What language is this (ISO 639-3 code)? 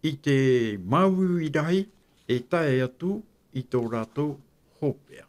tah